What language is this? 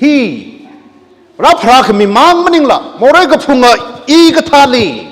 Tangkhul Naga (India)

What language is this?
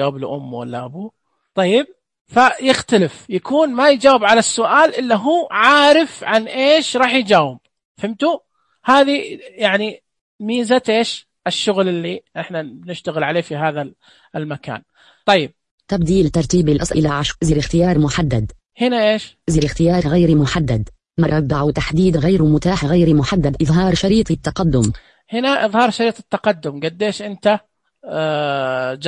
Najdi Arabic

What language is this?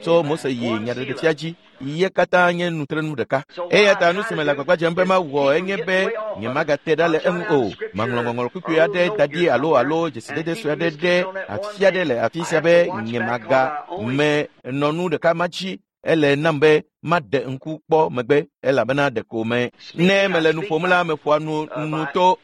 Ewe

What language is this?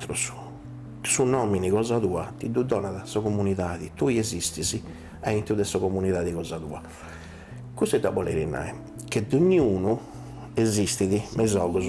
Sardinian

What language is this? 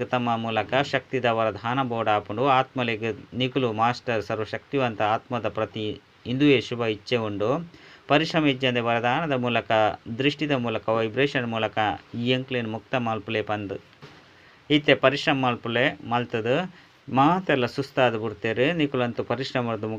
Tulu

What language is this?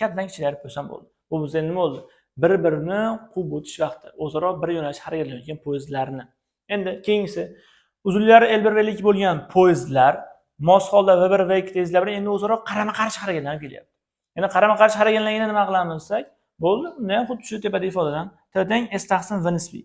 Uzbek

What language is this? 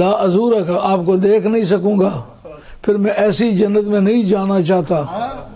Urdu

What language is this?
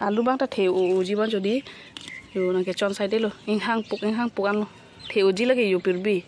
Karbi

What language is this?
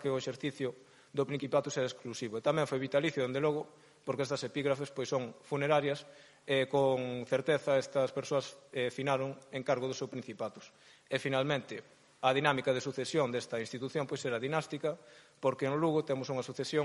Galician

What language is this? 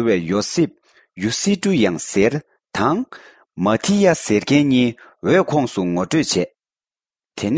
Tibetan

